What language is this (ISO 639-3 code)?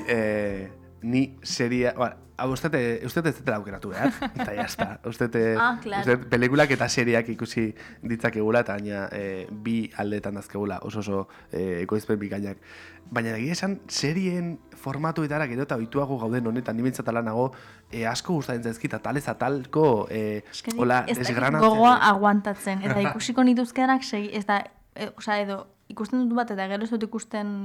eus